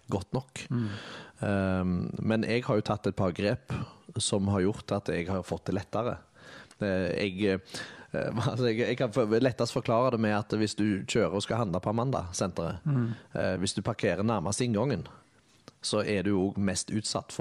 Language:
Norwegian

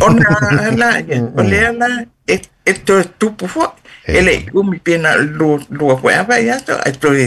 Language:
Samoan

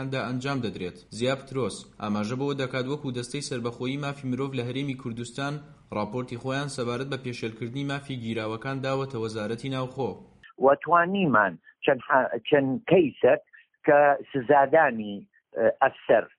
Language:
Central Kurdish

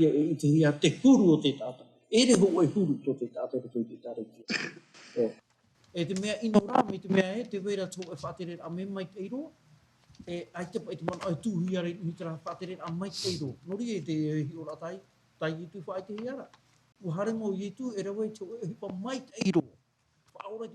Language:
Tahitian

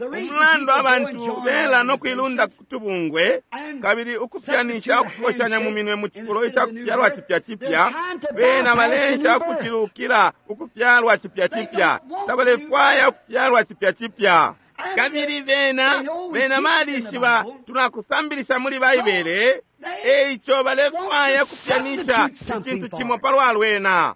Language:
Bemba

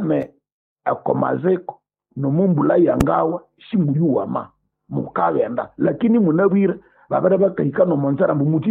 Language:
Nande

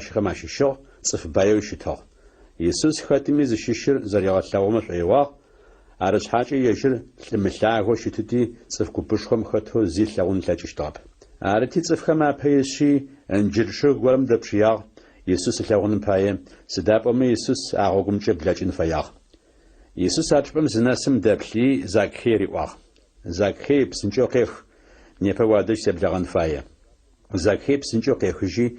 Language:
Adyghe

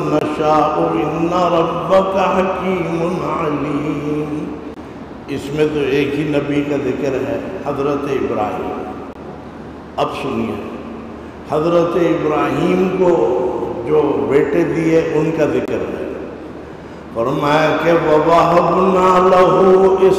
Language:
Urdu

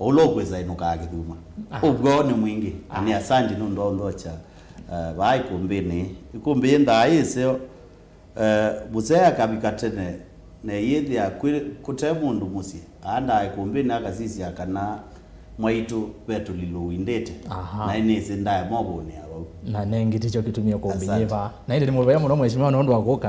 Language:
Kamba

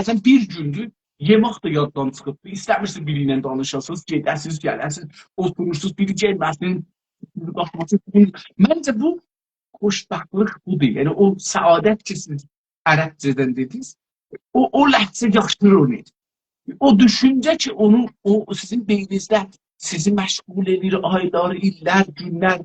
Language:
South Azerbaijani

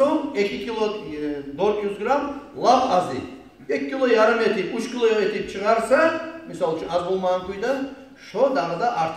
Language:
Kumyk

